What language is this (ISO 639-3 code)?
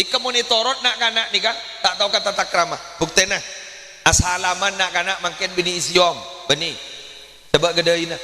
mad